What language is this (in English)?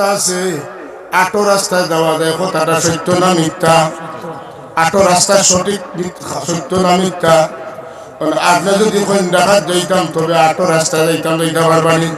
Sylheti